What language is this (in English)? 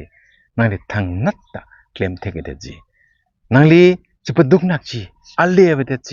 Karbi